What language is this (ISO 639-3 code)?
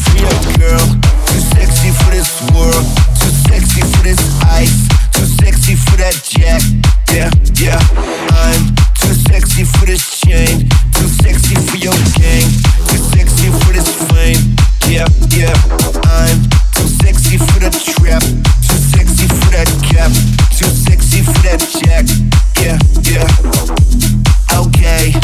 eng